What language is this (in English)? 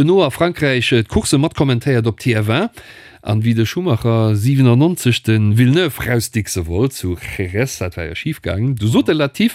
Luxembourgish